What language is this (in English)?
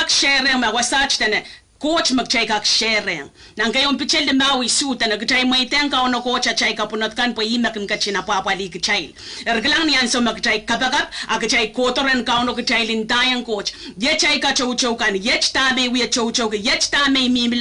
Pohnpeian